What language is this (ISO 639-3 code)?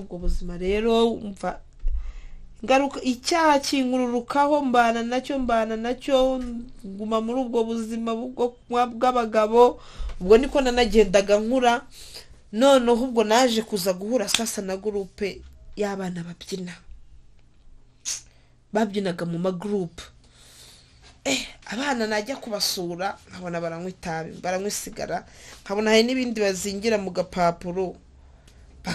kin